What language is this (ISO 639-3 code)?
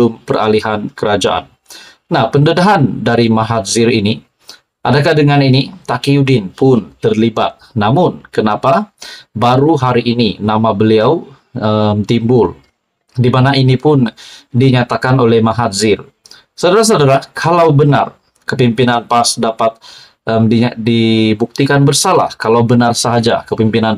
msa